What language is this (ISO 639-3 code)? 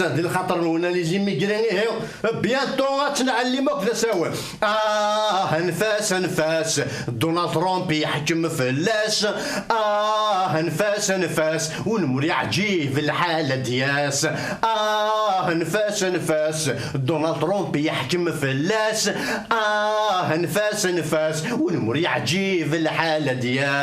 kab